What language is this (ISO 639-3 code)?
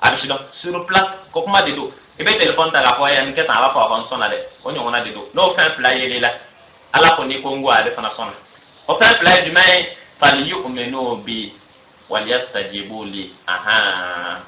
bam